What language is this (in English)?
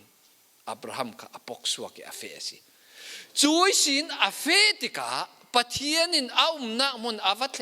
Falam Chin